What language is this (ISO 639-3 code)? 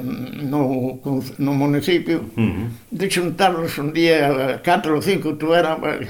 glg